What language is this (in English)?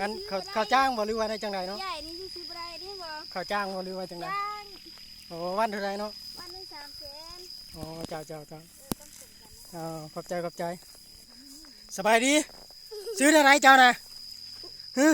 Lao